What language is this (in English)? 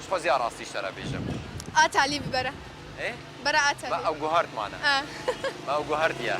Kurdish